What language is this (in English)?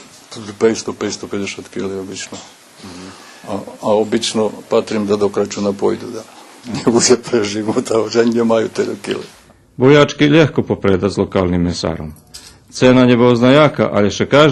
Rusyn